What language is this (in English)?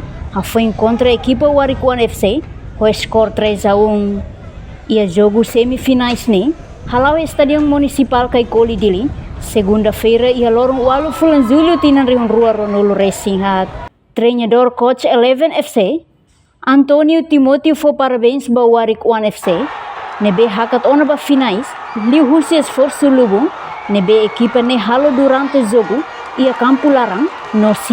Tetum